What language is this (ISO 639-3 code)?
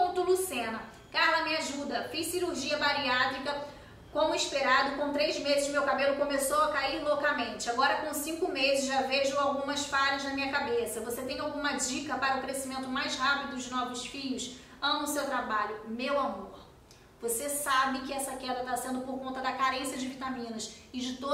por